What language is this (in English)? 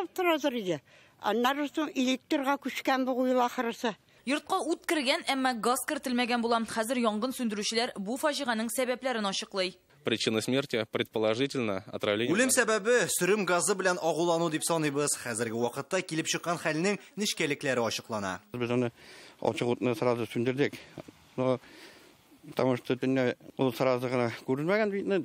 Tatar